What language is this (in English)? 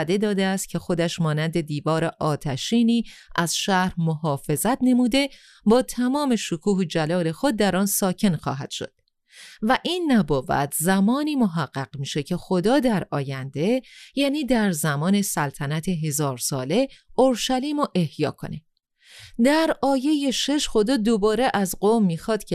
Persian